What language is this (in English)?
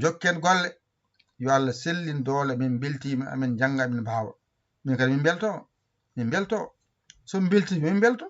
Fula